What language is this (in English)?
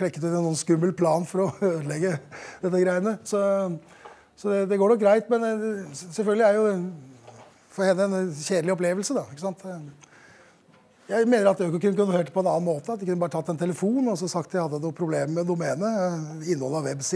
Norwegian